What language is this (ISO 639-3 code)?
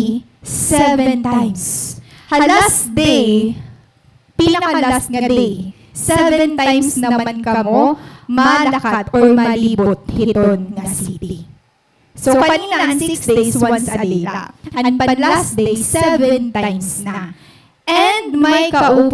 war